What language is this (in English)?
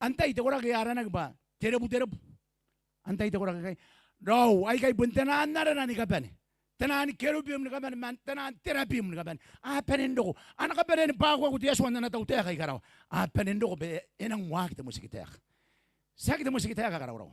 Gilbertese